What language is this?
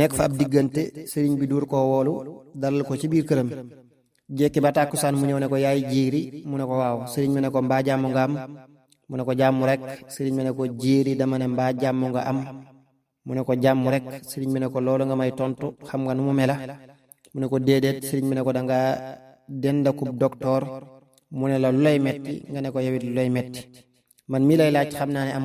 Wolof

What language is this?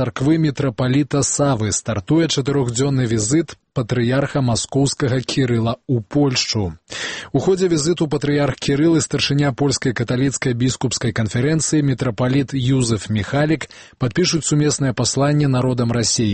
Belarusian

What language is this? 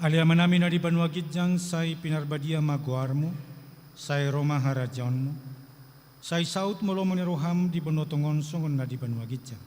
Batak Toba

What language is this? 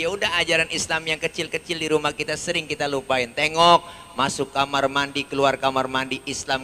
Betawi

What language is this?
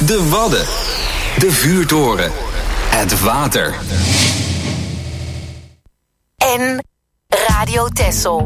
Dutch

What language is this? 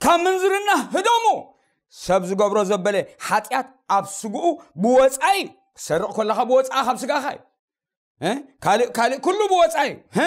Tigrinya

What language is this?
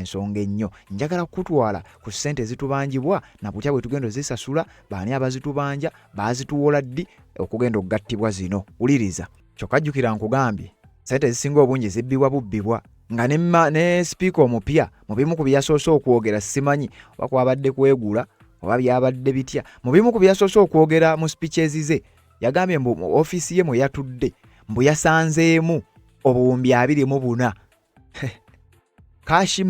Ganda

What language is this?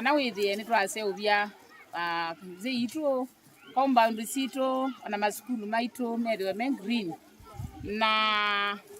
Kamba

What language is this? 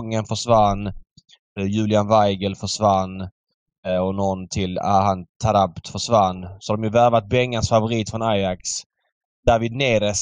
Swedish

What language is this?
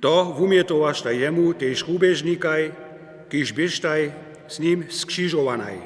Upper Sorbian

